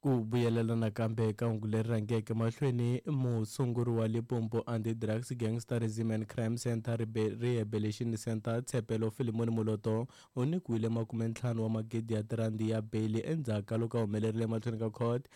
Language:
Tsonga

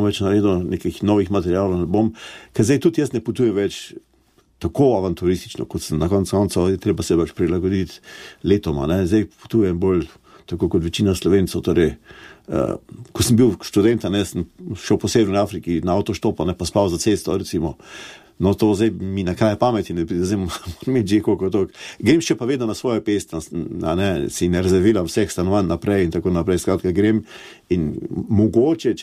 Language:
Slovenian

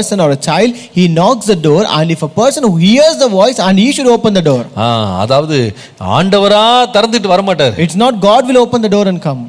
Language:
Tamil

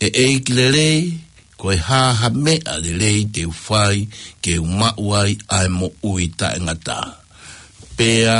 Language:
Tongan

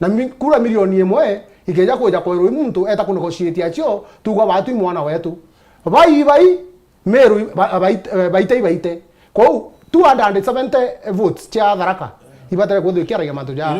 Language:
Meru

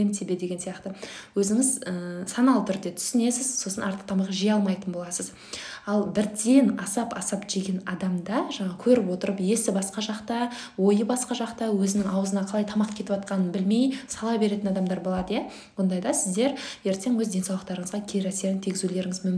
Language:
Kazakh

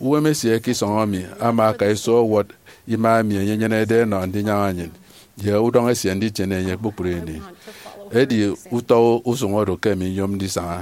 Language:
Efik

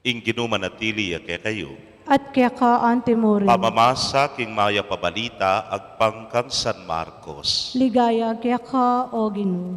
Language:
Pampanga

